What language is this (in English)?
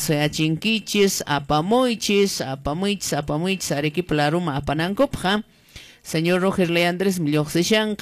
Quechua